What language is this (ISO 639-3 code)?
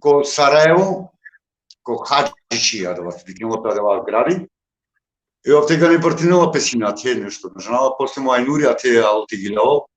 rmn